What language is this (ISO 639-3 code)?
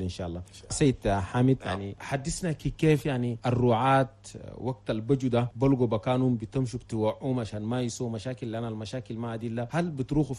shu